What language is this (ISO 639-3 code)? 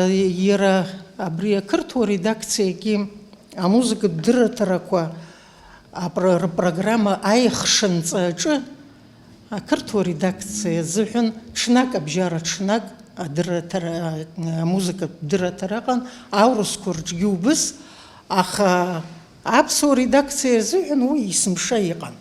abk